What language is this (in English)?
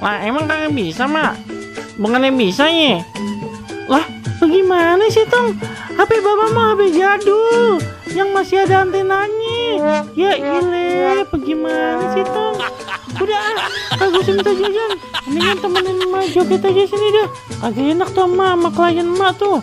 Betawi